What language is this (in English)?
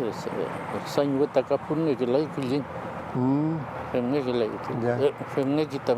Mapuche